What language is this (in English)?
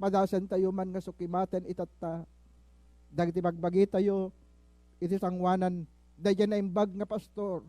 Iloko